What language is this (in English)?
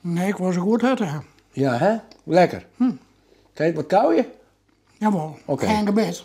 Western Frisian